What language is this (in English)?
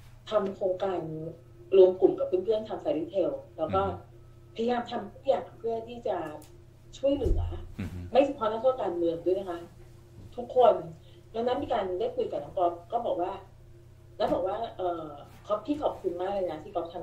Thai